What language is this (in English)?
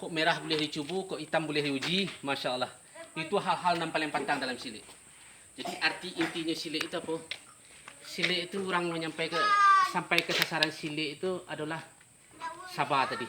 Minangkabau